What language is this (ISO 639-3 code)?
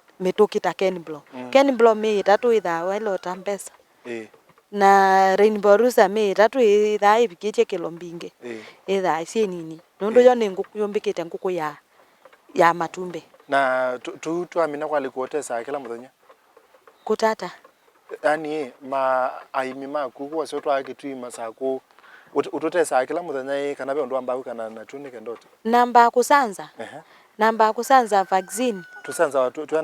kam